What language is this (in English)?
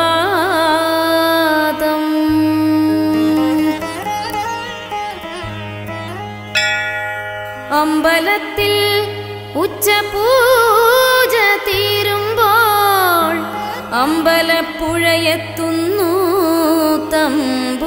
Malayalam